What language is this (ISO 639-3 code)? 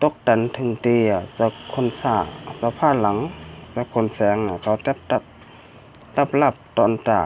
shn